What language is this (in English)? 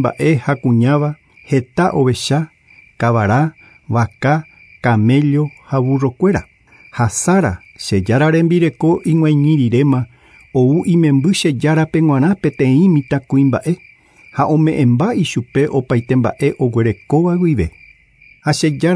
Guarani